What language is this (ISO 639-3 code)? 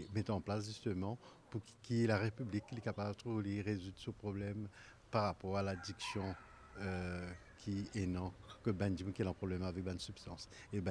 mfe